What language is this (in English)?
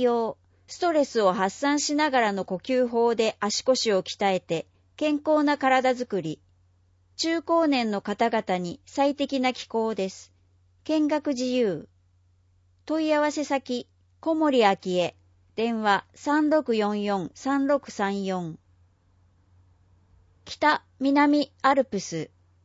Japanese